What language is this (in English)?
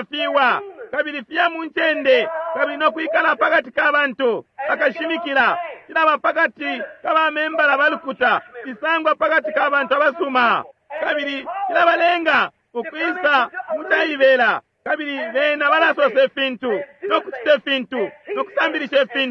Bemba